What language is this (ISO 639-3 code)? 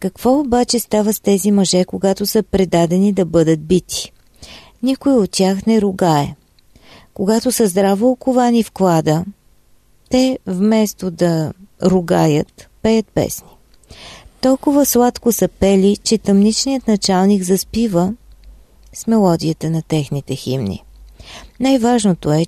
bul